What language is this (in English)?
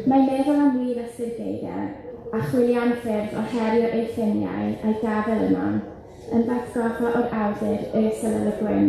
Welsh